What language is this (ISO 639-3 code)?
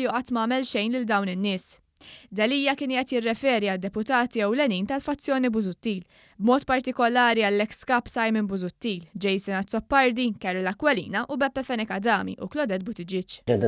mlt